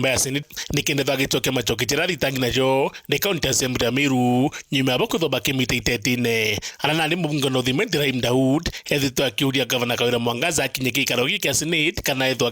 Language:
Meru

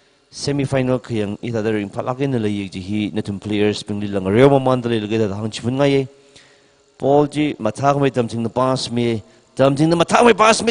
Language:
Tangkhul Naga (India)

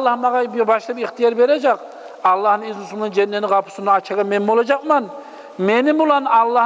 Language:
Kumyk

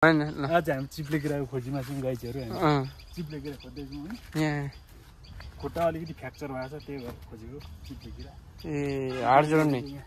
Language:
Nepali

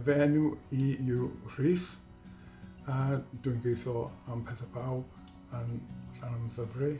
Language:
Welsh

